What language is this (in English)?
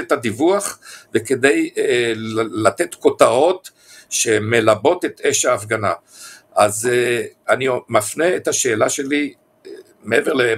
Hebrew